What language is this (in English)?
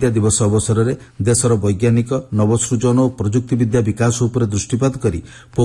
Odia